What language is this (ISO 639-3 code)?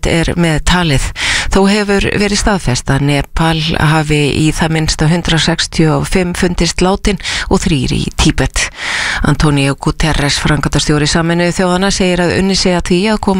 isl